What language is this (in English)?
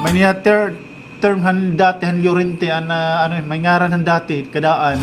Waray